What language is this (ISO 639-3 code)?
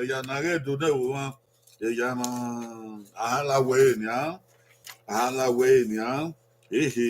bin